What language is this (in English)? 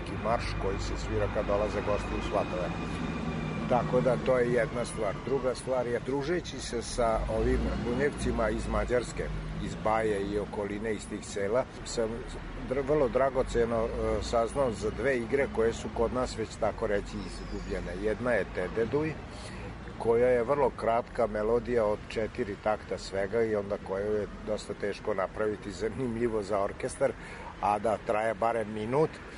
Serbian